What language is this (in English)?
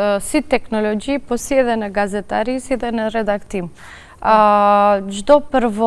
Albanian